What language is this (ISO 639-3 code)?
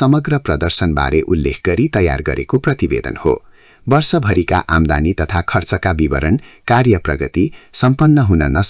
nep